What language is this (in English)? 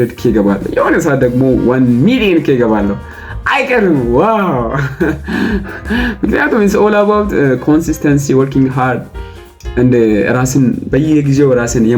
Amharic